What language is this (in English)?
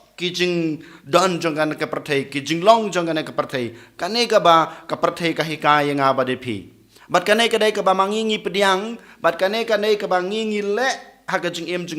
Khasi